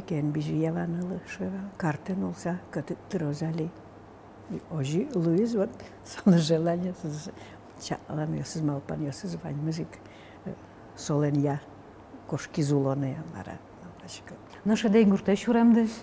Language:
Udmurt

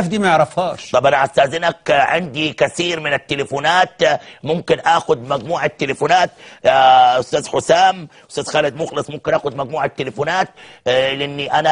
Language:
Egyptian Arabic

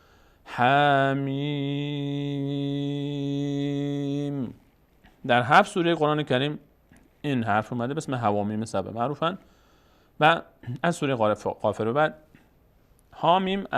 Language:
Persian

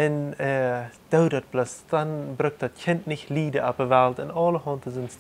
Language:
Plautdietsch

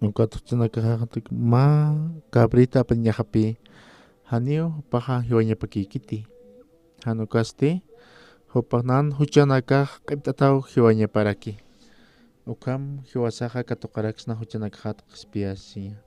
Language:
Aymara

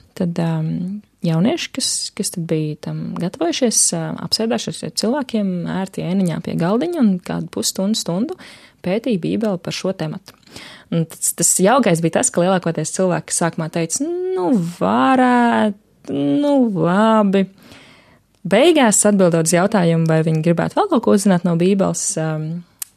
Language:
Latvian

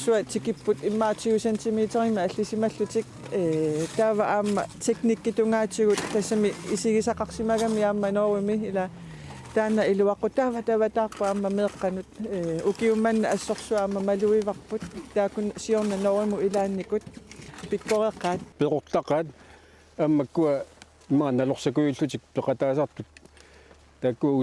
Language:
Kalaallisut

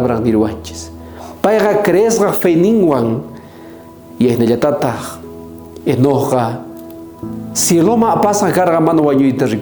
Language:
South Bolivian Quechua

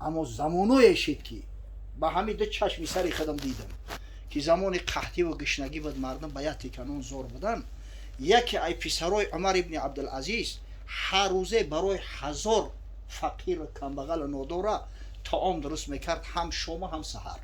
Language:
Tajik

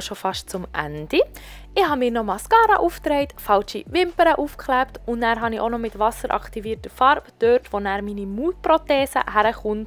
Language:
Swiss German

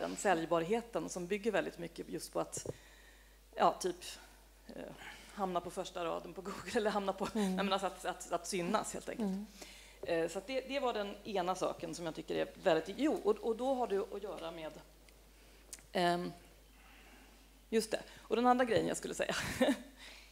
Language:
Swedish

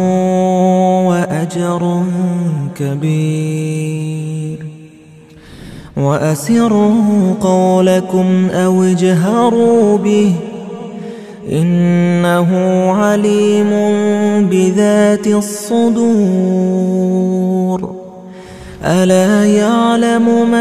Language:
Arabic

